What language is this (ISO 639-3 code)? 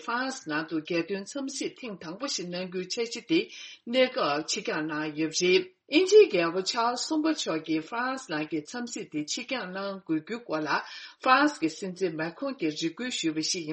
bod